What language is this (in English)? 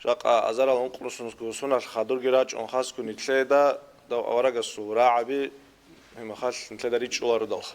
Avaric